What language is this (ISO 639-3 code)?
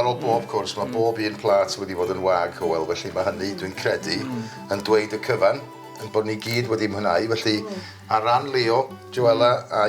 cym